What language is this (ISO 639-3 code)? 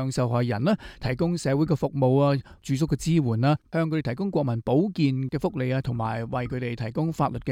yue